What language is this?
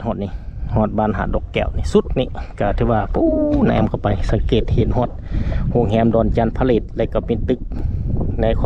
Lao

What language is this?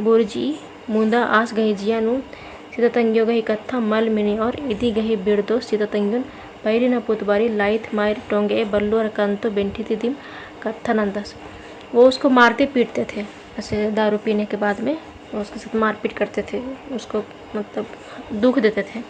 Kurukh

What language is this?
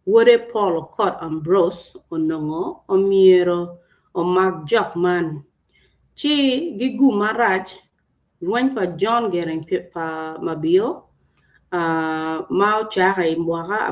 Acoli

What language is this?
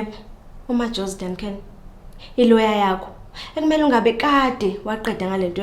Zulu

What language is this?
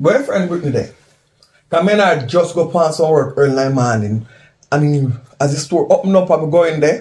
Jamaican Creole English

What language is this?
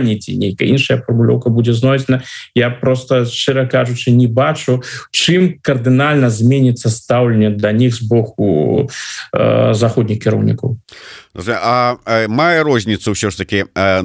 Belarusian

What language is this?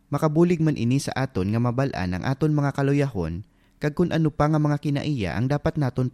Hiligaynon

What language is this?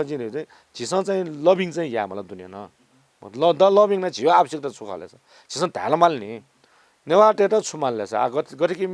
Newari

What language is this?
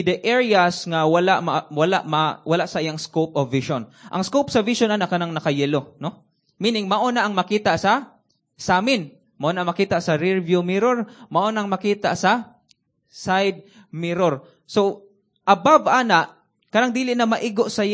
Cebuano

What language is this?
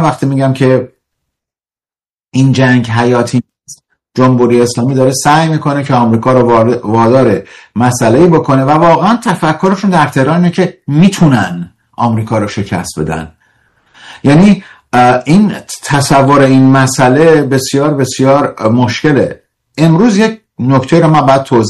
Persian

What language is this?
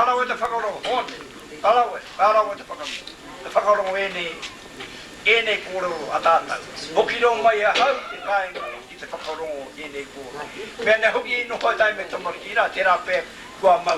Māori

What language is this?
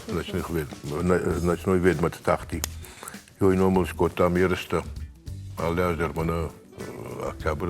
Ossetic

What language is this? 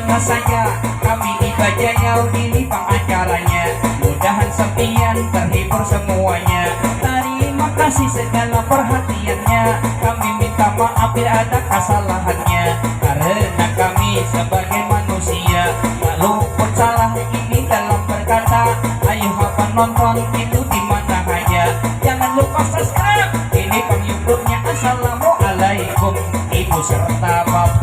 Banjar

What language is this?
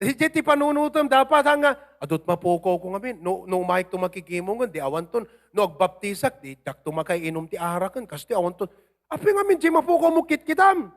Iloko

